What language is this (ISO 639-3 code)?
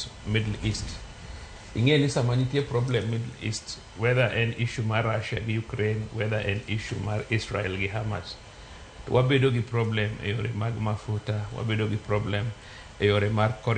luo